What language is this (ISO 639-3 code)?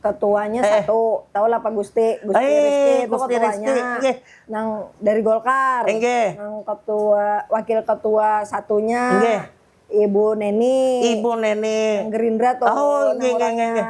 bjn